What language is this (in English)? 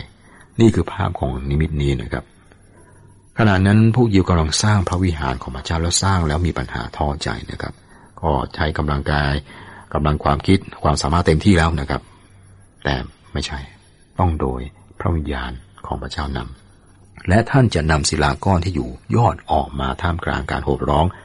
Thai